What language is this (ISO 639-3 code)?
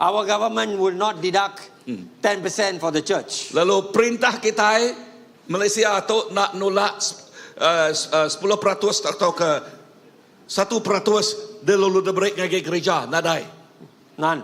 iba